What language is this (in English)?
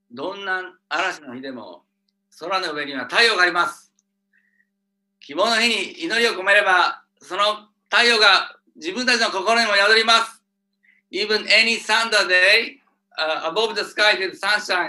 Japanese